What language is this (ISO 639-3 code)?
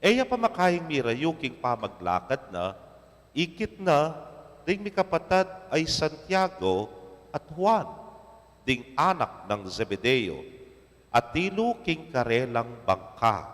pam